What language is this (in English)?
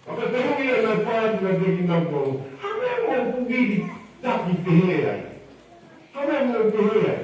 Tongan